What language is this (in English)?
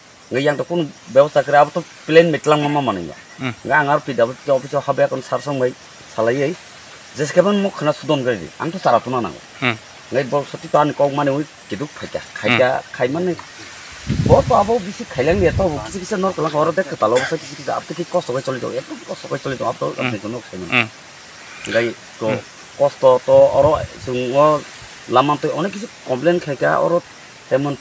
Kok Borok